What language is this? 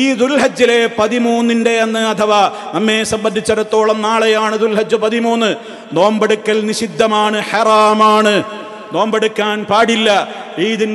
Malayalam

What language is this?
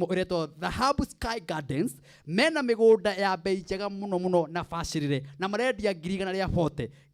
Kikuyu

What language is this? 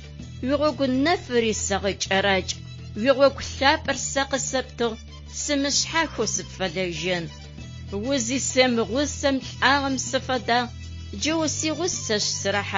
Adyghe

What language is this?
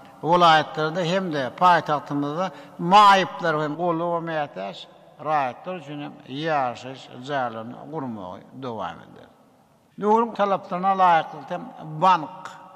Turkmen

